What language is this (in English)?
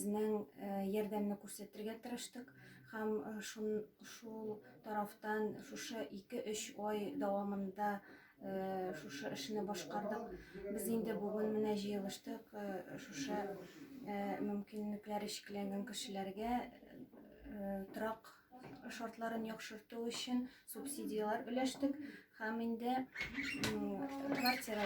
Tatar